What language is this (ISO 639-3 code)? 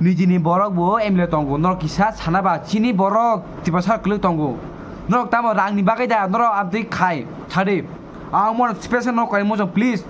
trp